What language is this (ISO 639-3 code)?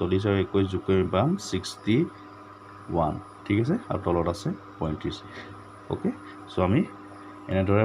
asm